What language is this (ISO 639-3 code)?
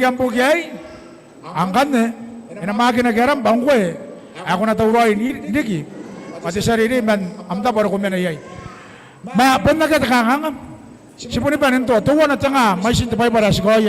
gil